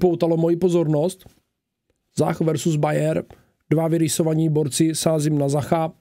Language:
Czech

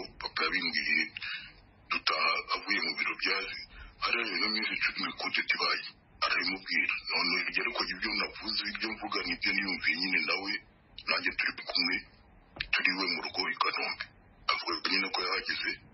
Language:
Kinyarwanda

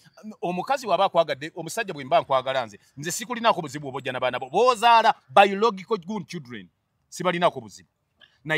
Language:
Ganda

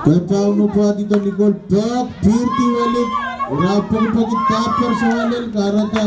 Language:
Pohnpeian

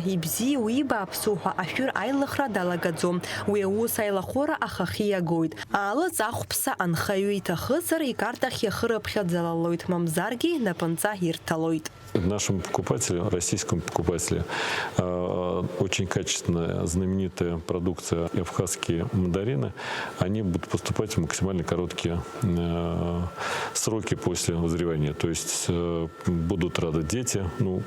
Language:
Abkhazian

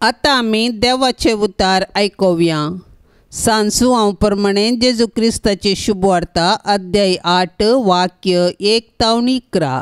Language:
Konkani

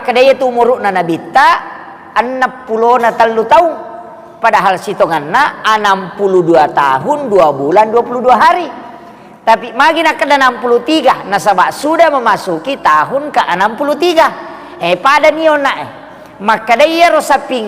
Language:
Buginese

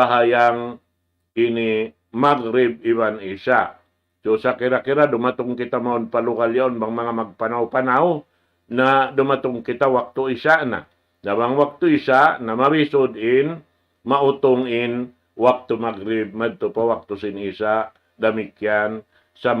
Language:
Tausug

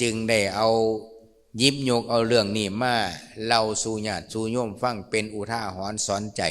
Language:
Lao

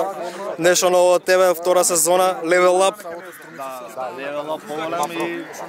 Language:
Macedonian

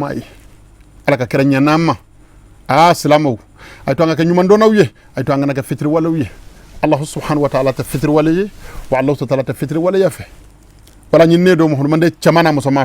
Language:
Bambara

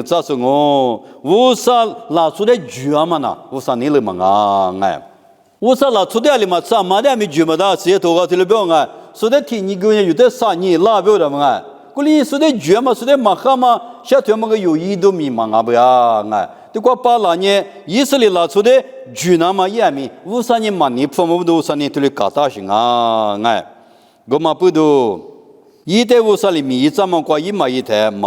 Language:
Lisu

